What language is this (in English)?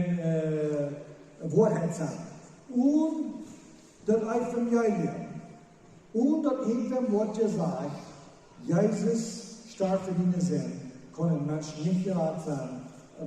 Plautdietsch